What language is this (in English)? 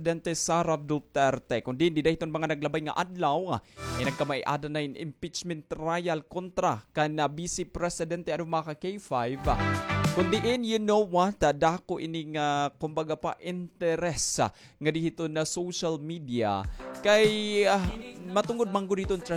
Waray